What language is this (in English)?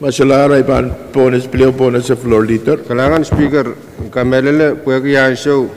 Pohnpeian